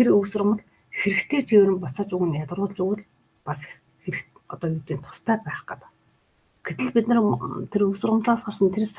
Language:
Mongolian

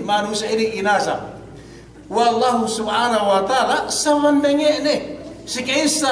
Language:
Yakan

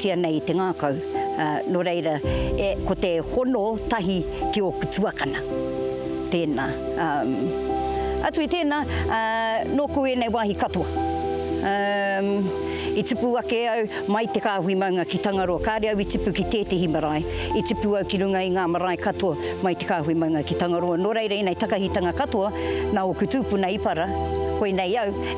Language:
Māori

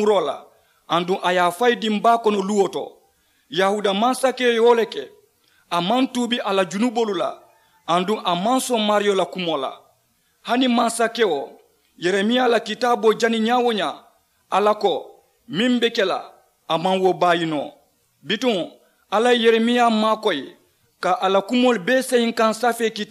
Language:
Mandingo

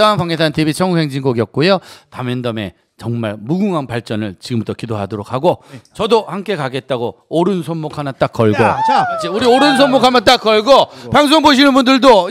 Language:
Korean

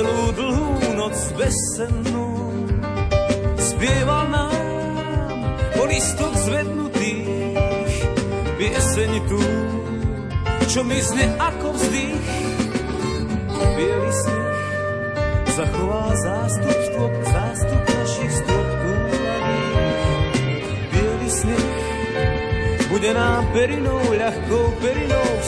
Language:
Slovak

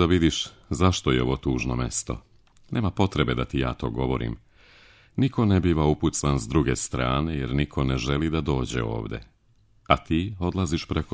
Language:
Serbian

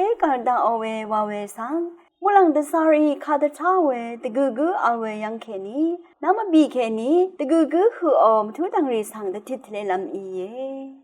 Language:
Rawang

